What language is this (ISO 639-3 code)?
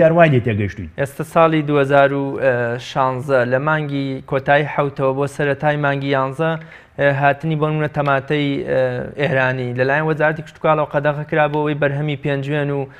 ckb